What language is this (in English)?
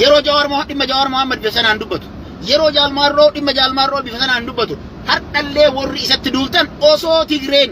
Oromo